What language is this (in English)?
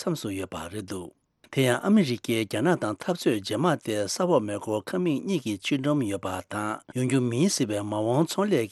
Tibetan